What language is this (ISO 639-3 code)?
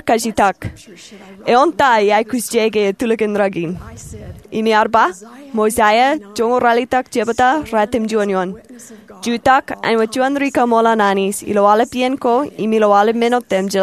mah